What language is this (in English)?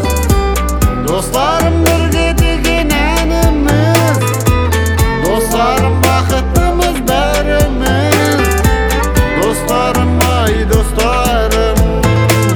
Kazakh